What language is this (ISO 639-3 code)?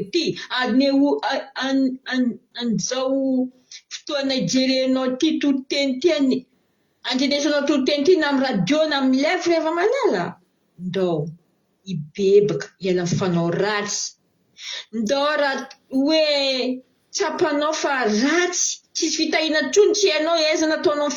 mlg